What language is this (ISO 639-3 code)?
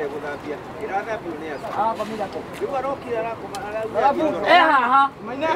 kik